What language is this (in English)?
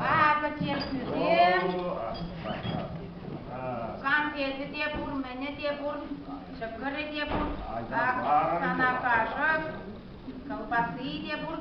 Chuvash